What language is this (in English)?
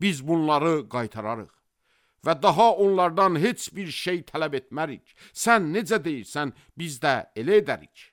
Azerbaijani